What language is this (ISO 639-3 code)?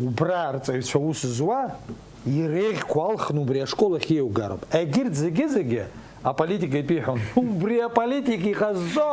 abk